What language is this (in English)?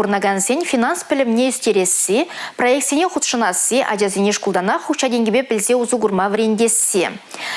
Chuvash